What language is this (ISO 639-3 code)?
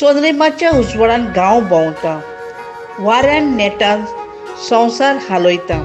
kok